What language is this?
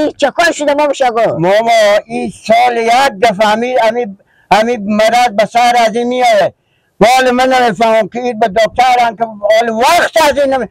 Persian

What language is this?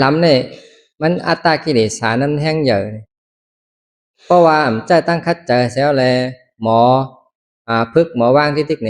Shan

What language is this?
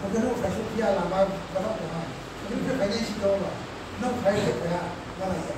Riang (India)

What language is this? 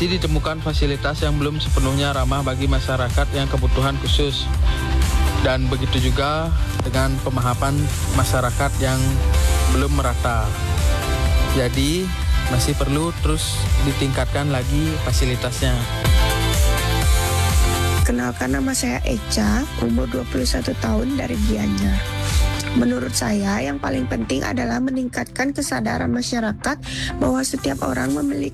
Indonesian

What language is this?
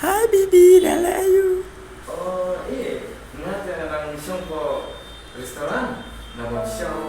Khasi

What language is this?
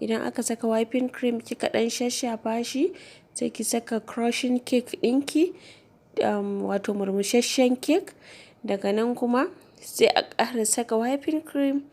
Hausa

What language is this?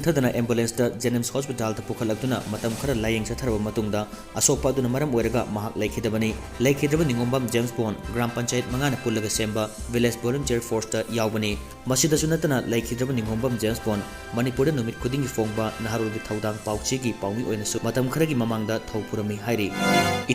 Manipuri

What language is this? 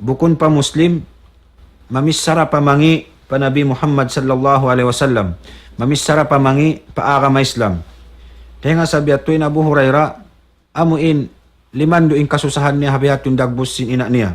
Tausug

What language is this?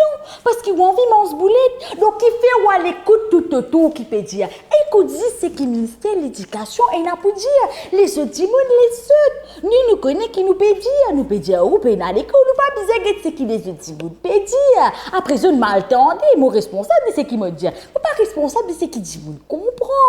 Morisyen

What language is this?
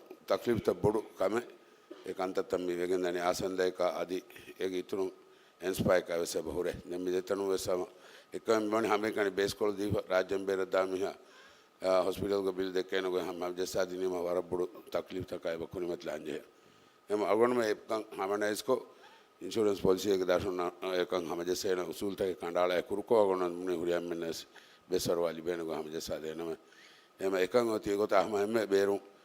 Divehi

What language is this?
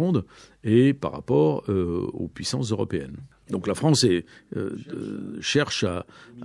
French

